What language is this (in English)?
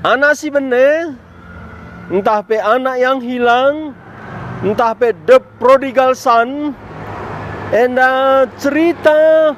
Batak Karo